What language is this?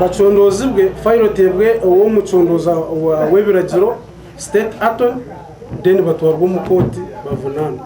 Nyankole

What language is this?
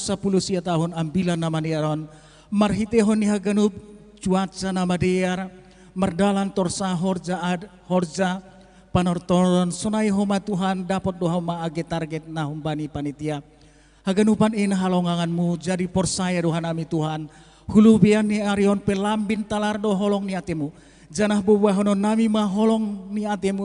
Batak Simalungun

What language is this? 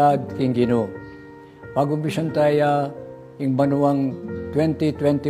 Pampanga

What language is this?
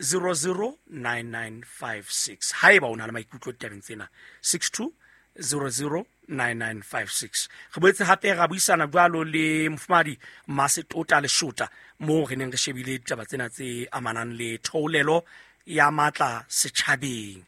Southern Sotho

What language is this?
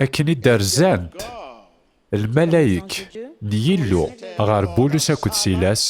Kabyle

